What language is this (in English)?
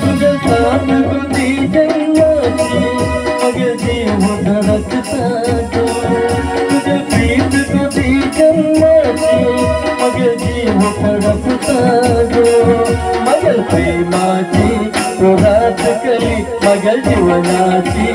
Konkani